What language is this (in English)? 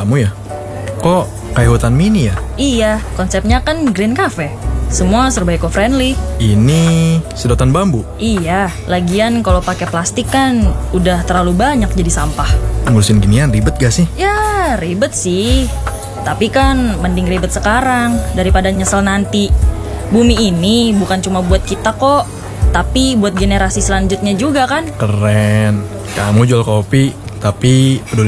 Indonesian